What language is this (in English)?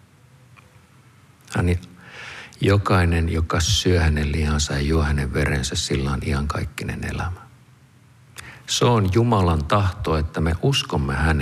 Finnish